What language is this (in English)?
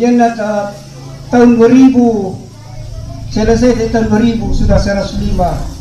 Toraja-Sa'dan